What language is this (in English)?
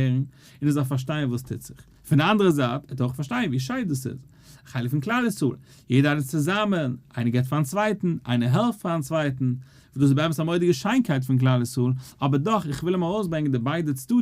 Yiddish